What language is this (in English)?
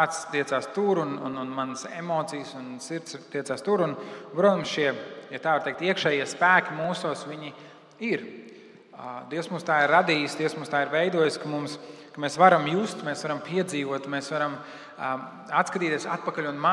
Latvian